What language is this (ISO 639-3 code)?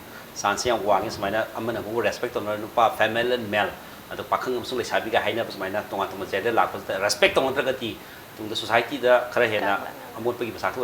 mni